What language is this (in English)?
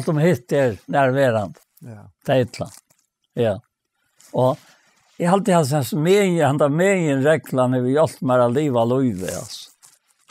Faroese